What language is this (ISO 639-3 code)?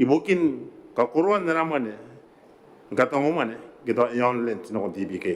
gil